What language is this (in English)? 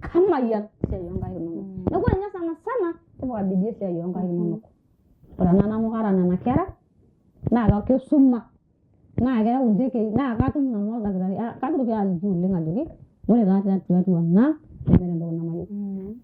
Masai